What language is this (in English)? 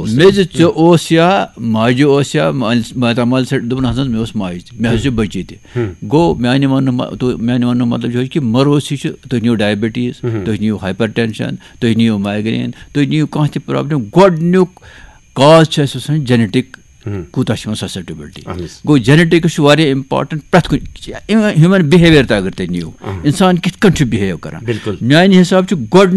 Kashmiri